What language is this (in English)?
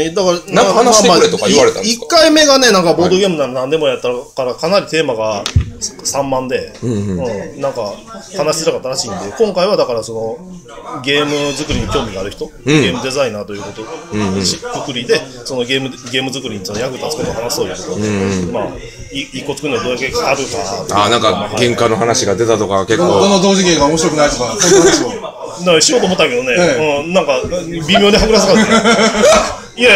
Japanese